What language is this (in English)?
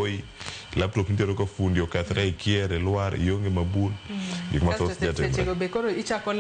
Luo (Kenya and Tanzania)